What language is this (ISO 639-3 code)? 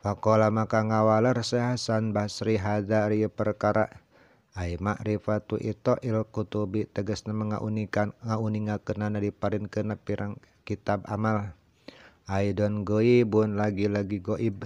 sun